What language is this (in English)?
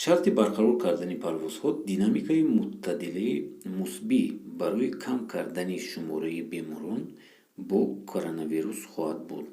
Tajik